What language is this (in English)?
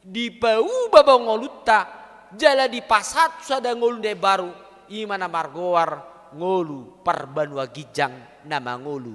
Batak Toba